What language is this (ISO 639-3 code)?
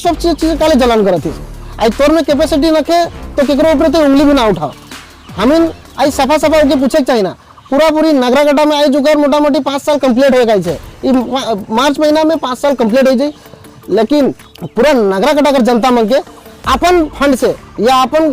sck